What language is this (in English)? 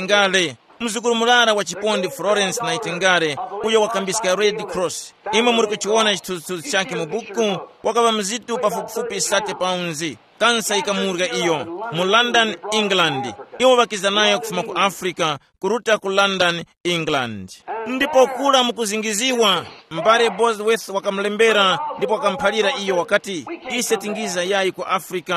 Tumbuka